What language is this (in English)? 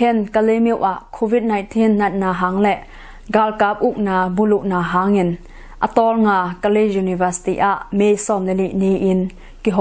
Tedim Chin